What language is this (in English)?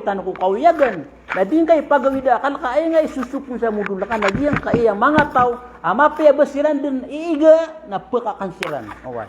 Maranao